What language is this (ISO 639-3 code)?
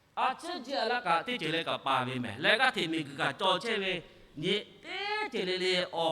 lhu